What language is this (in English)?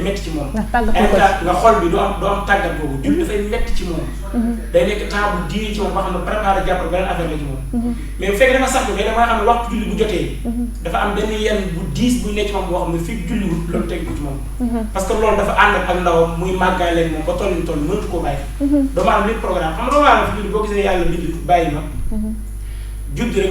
Wolof